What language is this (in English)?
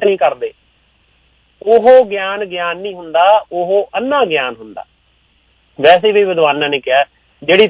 Punjabi